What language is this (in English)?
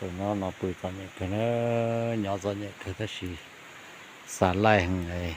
Hmong